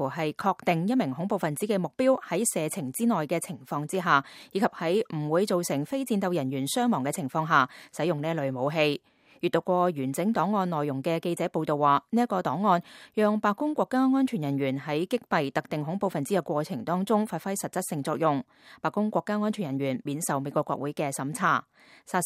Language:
Cantonese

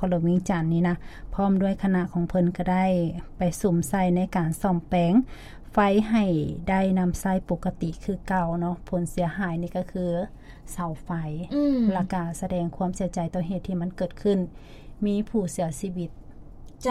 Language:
Lao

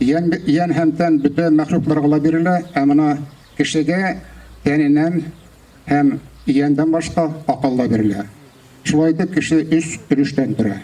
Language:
Bashkir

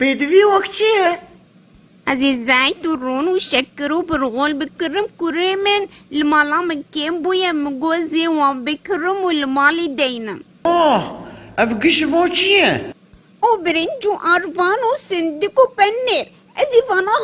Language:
Kurdish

